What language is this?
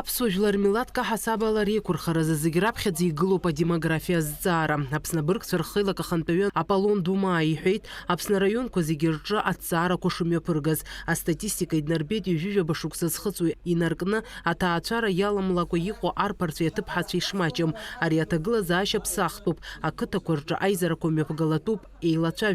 Abkhazian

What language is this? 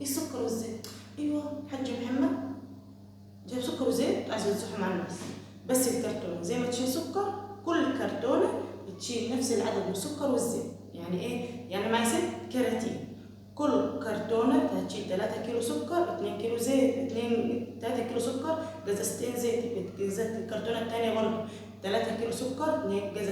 Egyptian Arabic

